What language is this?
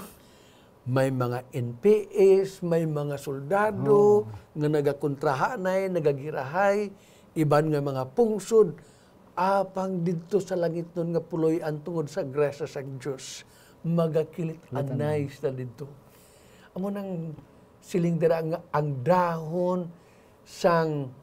Hiligaynon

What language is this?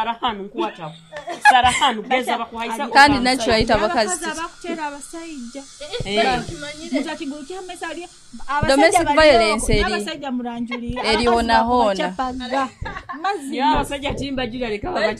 Nyoro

